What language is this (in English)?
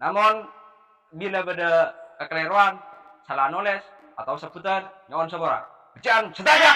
Madurese